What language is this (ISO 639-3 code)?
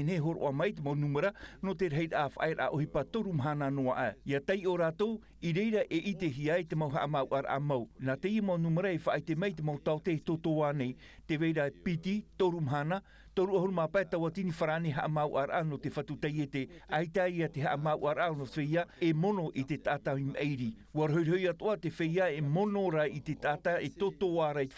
tah